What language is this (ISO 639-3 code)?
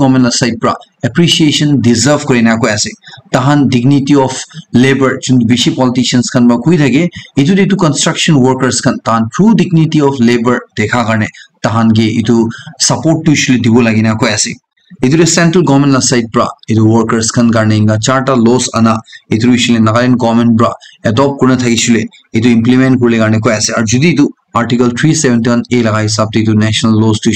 nag